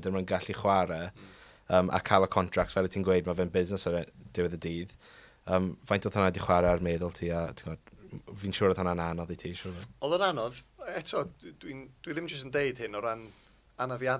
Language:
Welsh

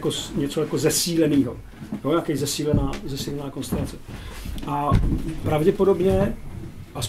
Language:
Czech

